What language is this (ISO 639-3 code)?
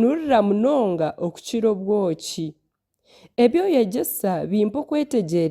nyn